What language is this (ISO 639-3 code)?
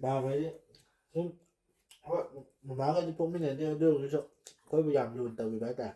mni